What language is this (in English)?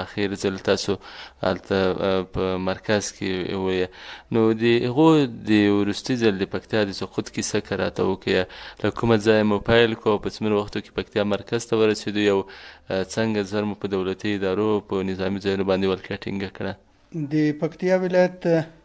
Pashto